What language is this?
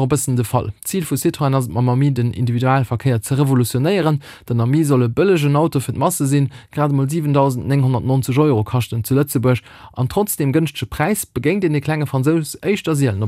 Luxembourgish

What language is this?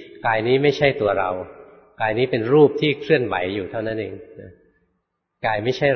Thai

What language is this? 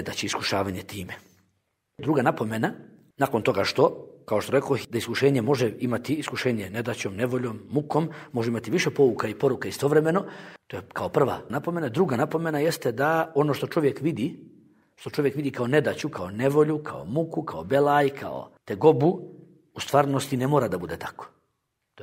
Bosnian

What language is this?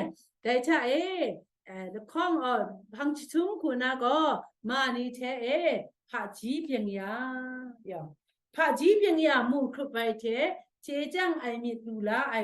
Kachin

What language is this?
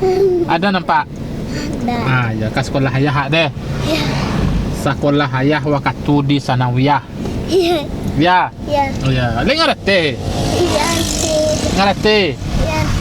Minangkabau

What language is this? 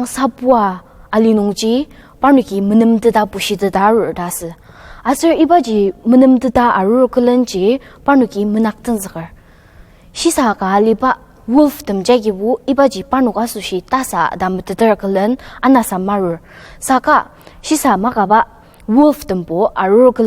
Ao Naga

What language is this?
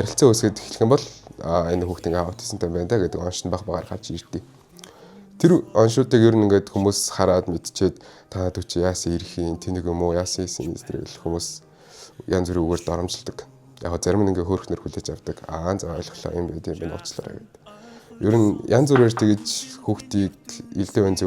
Mongolian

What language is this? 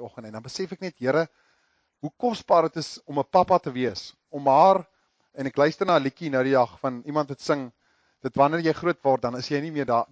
Afrikaans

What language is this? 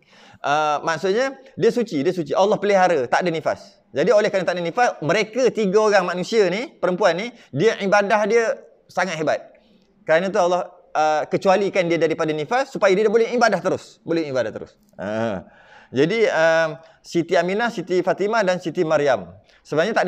Malay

